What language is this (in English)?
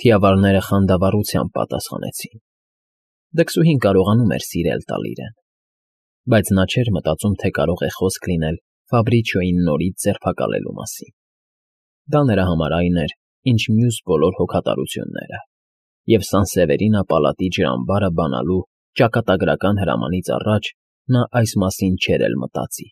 Armenian